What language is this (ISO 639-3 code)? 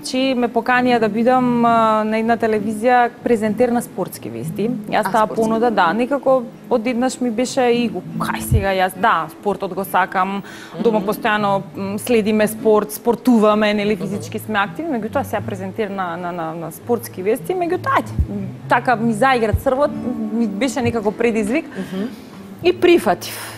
mkd